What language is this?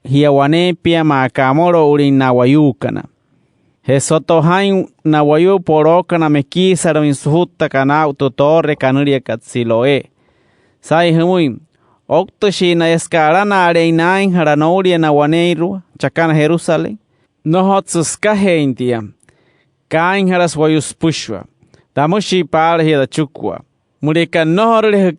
Wayuu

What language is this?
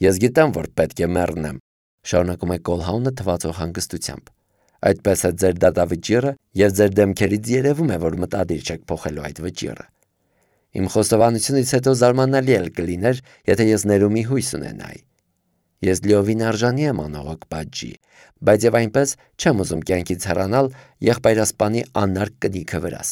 Armenian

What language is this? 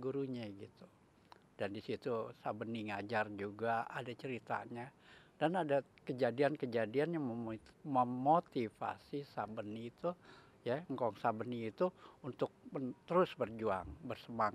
Betawi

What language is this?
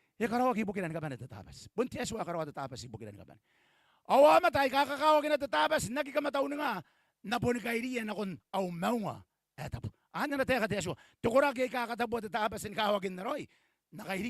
Gilbertese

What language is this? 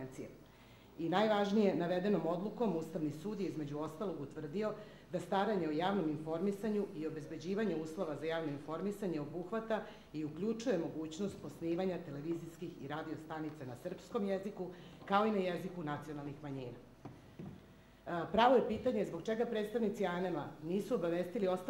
Serbian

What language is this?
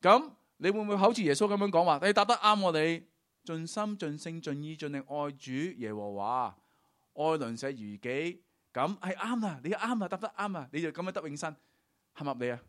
Cantonese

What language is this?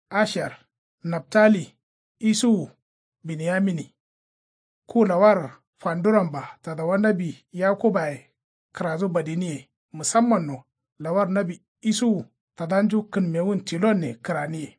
Kanuri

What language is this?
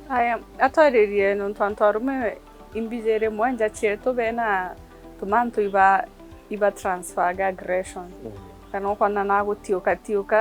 Meru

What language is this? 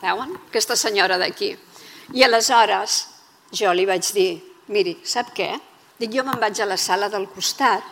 Catalan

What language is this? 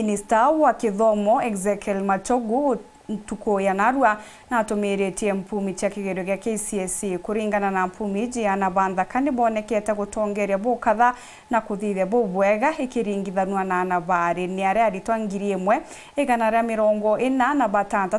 Meru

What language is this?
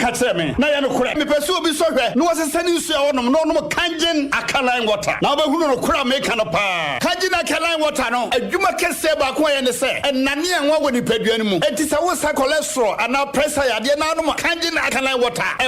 Akan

